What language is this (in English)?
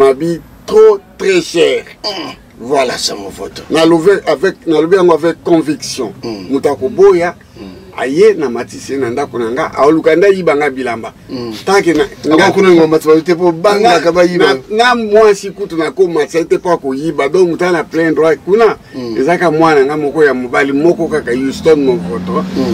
Lingala